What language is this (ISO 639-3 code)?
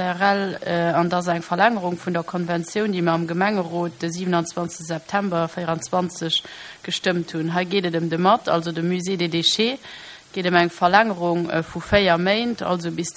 ltz